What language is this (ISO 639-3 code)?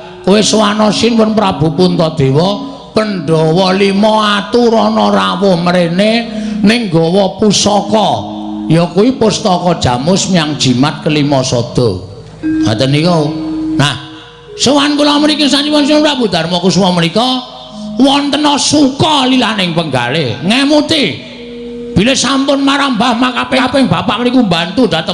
jav